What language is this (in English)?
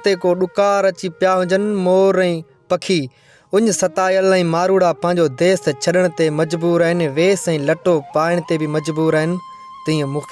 Sindhi